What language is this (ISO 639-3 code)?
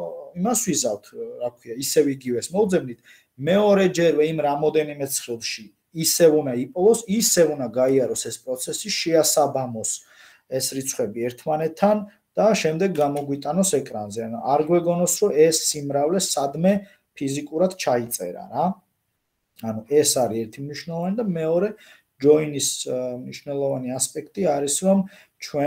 kat